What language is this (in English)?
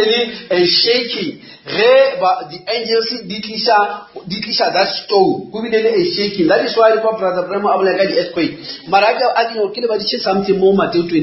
Northern Sotho